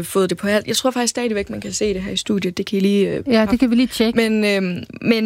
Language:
Danish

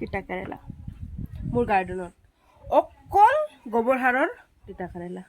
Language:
Assamese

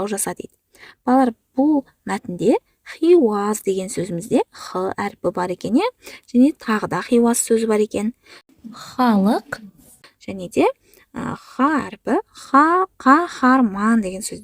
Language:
Kazakh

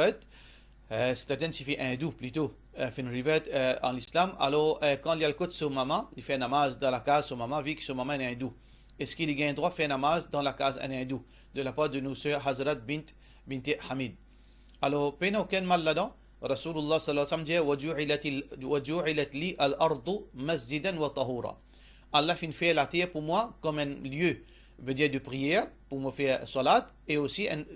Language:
Morisyen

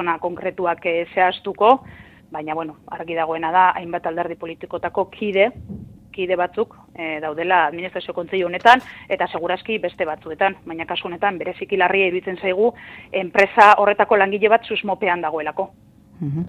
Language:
Basque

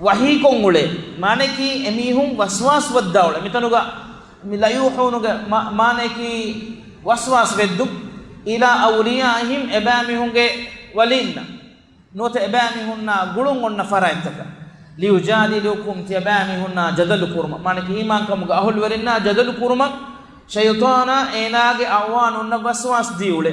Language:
Divehi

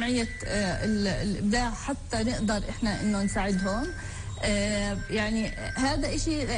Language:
North Levantine Arabic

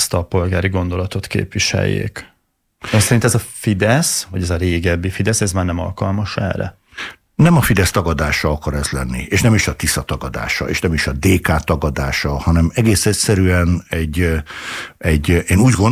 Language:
Hungarian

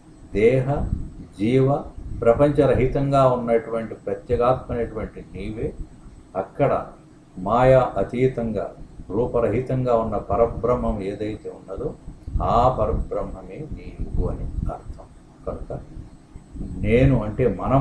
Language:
Telugu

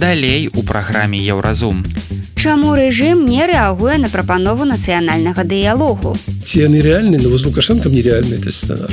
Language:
Belarusian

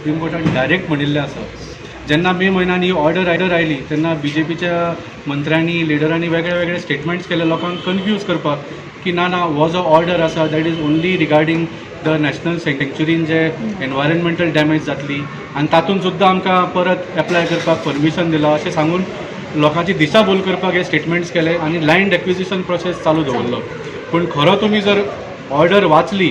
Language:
Konkani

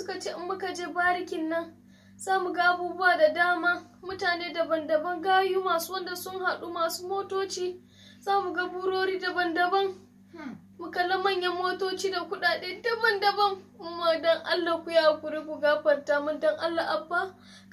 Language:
Hausa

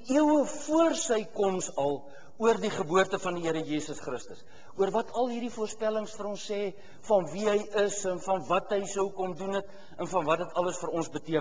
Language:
Afrikaans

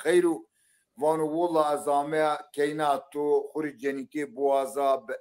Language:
Zaza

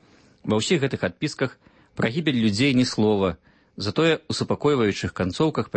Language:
Belarusian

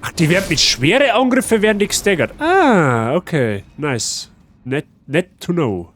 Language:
Bavarian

